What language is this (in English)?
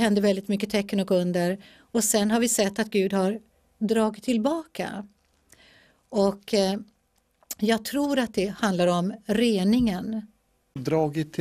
Swedish